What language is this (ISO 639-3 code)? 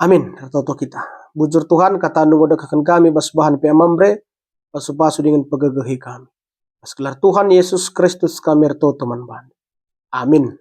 btx